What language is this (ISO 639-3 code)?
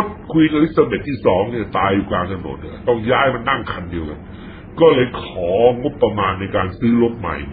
tha